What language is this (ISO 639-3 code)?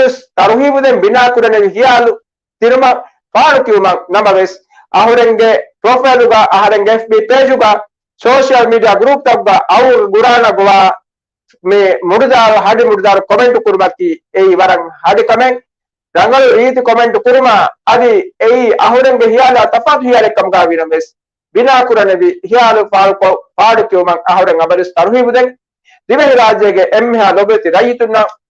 div